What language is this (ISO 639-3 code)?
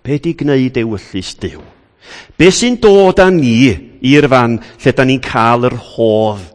cym